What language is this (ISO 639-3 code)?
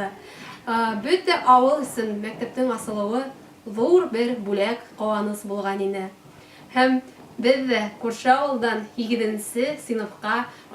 bak